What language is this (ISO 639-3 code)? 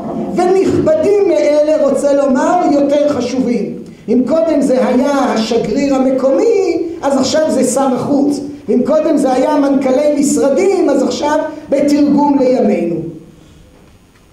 heb